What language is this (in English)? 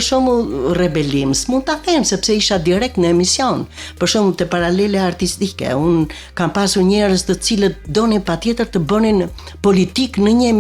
Albanian